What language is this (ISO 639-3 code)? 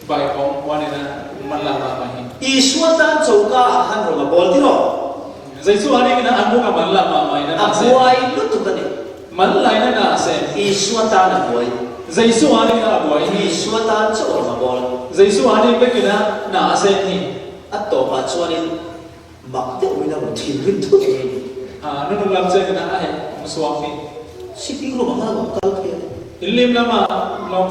cfm